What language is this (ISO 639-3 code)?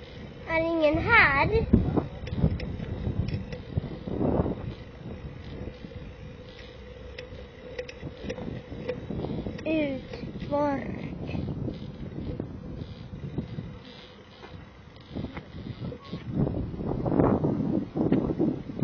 swe